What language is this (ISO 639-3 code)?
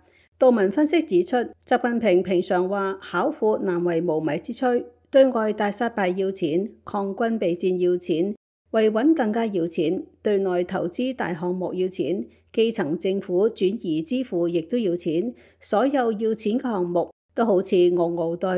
yue